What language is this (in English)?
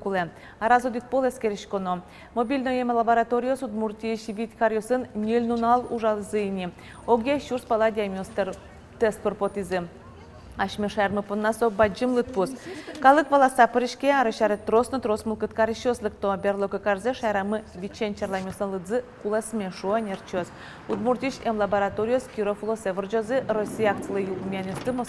Udmurt